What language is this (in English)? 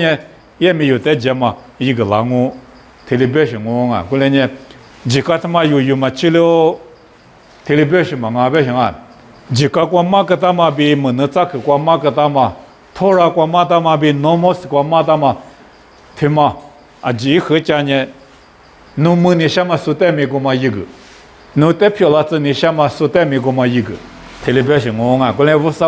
Lisu